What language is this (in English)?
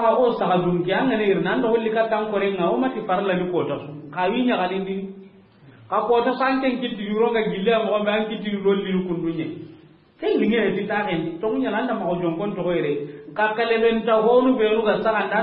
Soninke